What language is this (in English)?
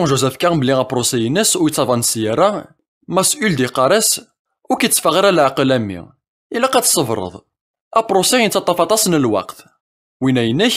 Kabyle